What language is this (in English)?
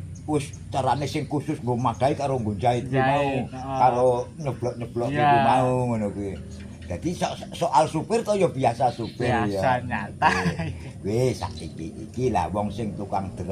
Javanese